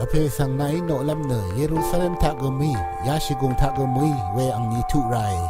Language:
Rawang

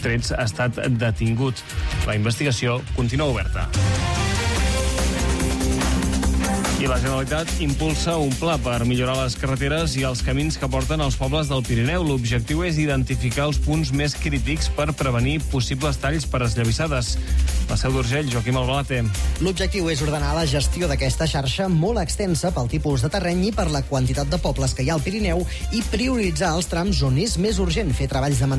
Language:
Catalan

